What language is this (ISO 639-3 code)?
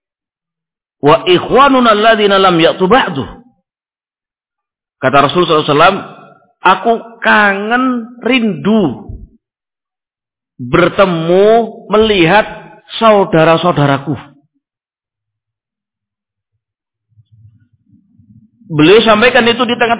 ind